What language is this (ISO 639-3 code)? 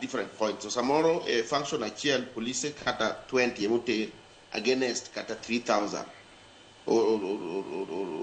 luo